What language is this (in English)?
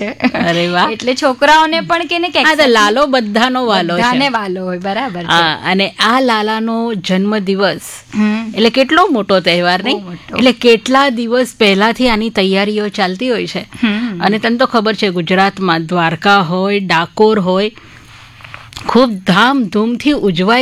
Gujarati